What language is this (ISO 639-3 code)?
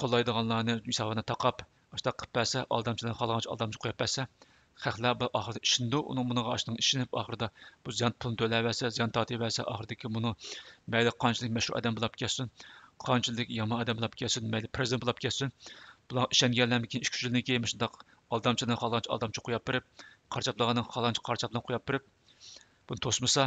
uig